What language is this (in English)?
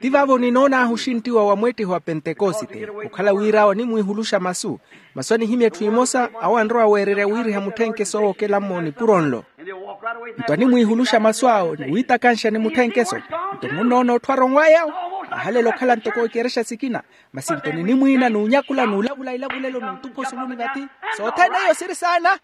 Makhuwa